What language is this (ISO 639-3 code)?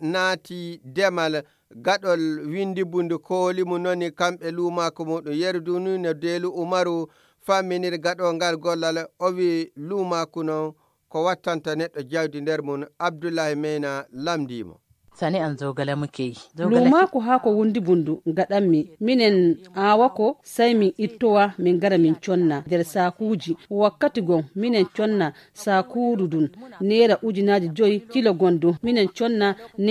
fuv